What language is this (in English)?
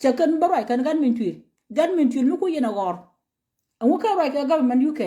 Nuer